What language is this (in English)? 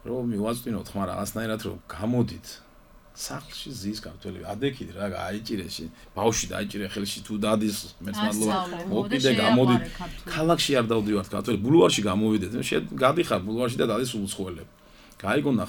Georgian